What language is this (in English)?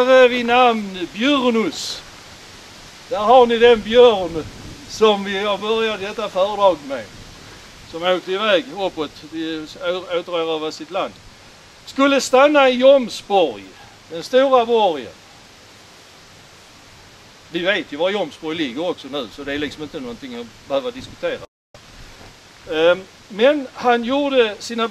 Swedish